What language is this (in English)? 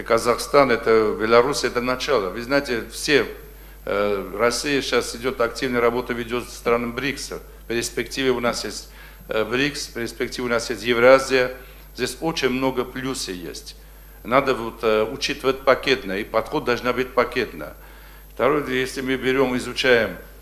Russian